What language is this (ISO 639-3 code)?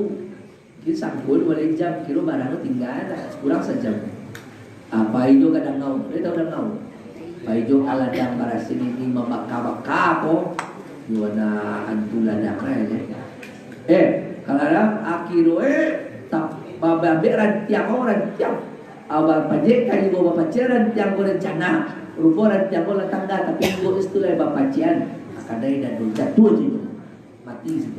min